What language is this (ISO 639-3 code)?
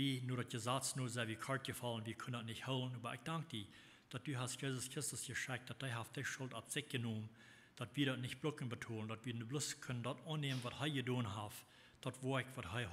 pdt